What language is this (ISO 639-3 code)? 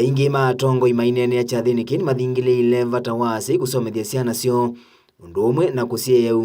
kam